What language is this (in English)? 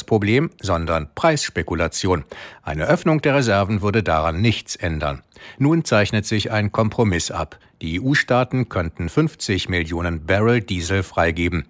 German